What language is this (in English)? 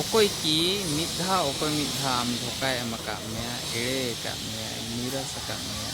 Santali